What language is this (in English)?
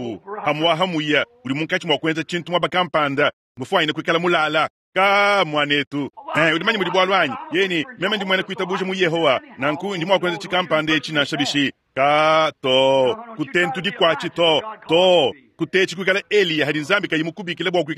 Luba-Lulua